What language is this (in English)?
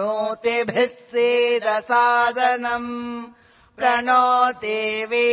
Sanskrit